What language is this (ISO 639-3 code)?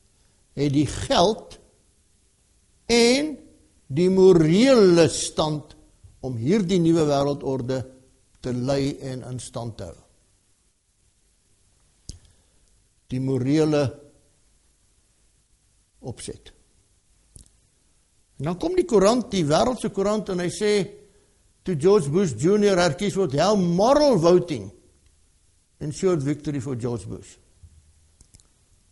afr